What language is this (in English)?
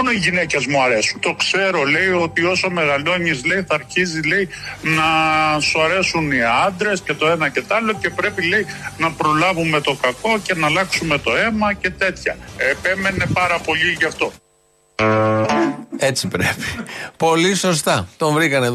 Greek